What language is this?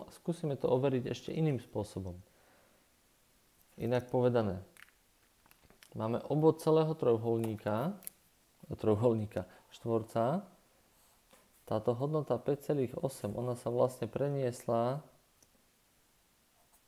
Slovak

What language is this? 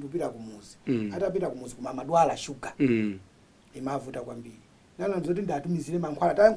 Nyanja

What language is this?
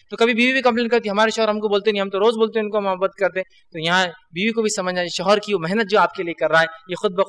Urdu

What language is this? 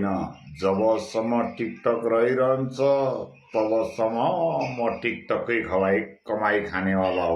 Nepali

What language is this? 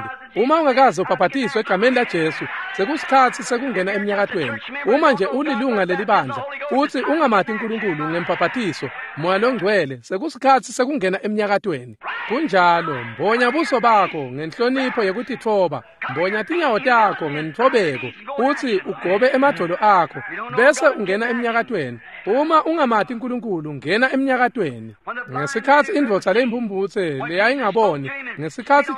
Swati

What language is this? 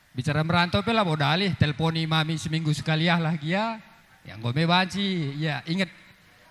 Batak Karo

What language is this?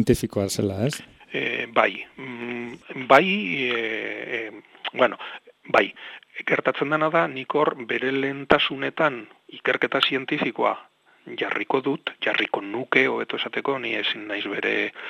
Basque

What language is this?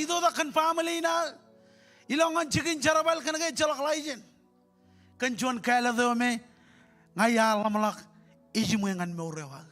Marshallese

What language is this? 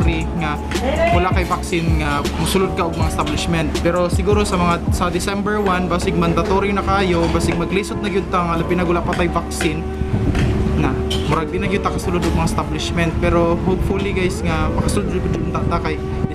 Cebuano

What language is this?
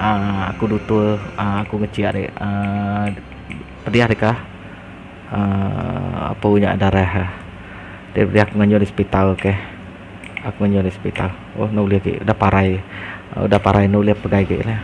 Iban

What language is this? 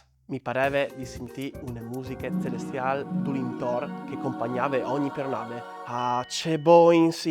Friulian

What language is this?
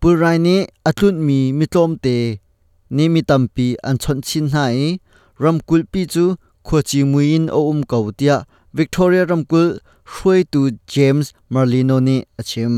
Hakha Chin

